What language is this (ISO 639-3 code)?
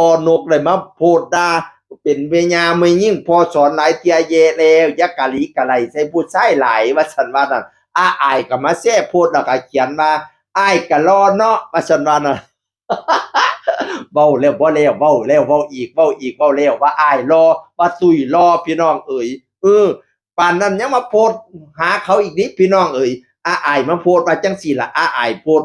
tts